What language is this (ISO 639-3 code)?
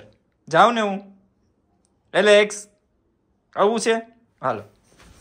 guj